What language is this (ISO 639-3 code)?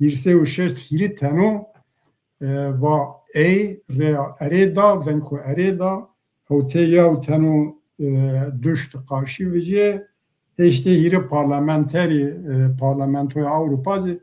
zza